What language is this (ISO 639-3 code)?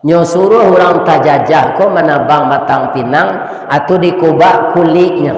min